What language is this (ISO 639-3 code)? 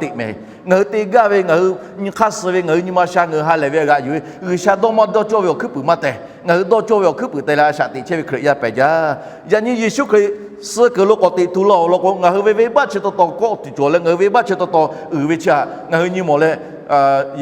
lhu